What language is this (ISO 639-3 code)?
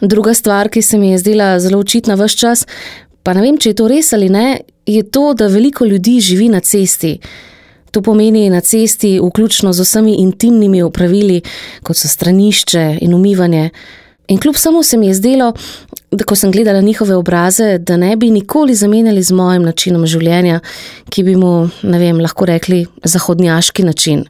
slv